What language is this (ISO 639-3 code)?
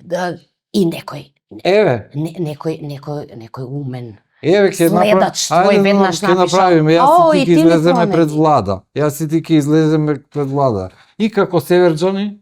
mkd